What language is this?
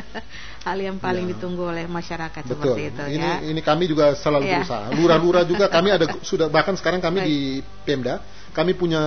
Indonesian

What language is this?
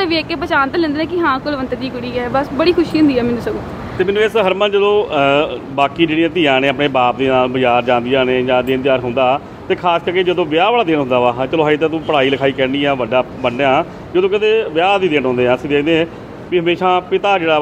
Punjabi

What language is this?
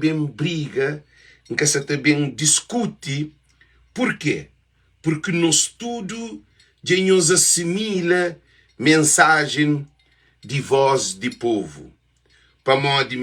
Kabuverdianu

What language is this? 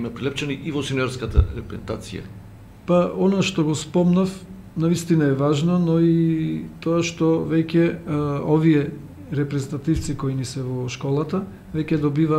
Macedonian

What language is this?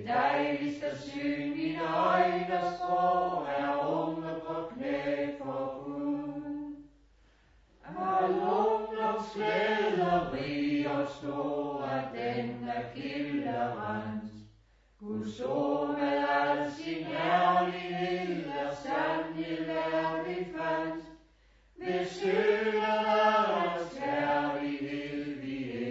Danish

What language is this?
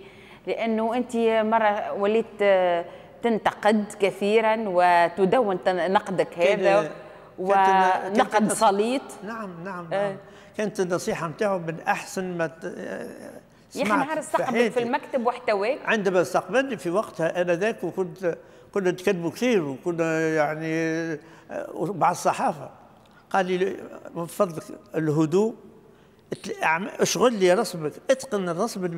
Tunisian Arabic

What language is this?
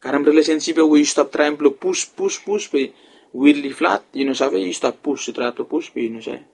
Bislama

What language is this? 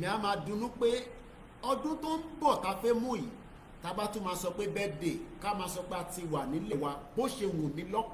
Yoruba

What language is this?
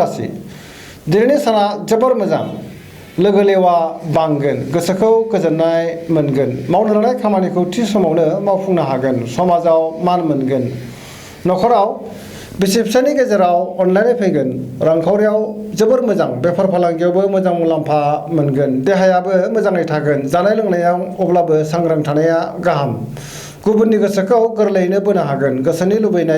Bodo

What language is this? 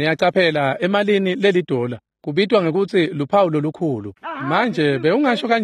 Swati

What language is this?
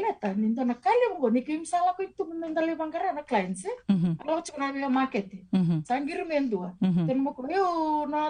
Fijian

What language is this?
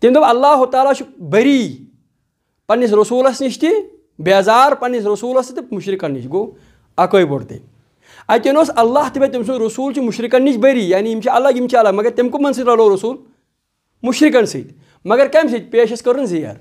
Kashmiri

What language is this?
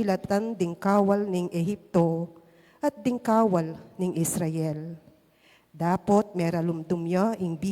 Pampanga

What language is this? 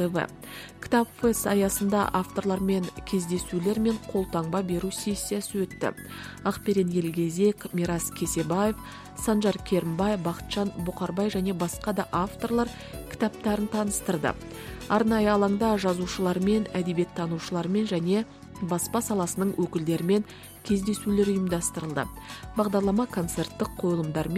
Kazakh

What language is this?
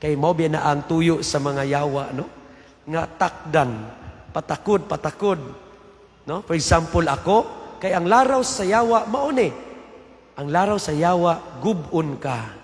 Cebuano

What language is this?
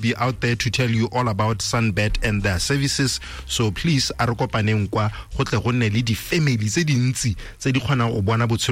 Tswana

